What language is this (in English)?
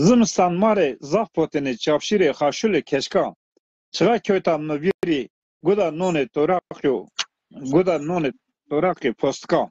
Zaza